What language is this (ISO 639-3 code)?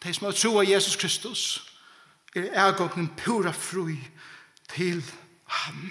fao